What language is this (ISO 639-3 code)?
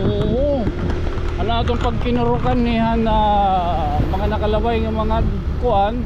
war